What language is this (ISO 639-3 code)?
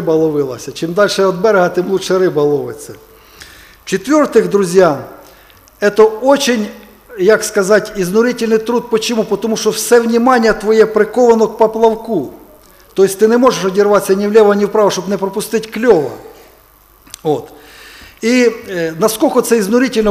ukr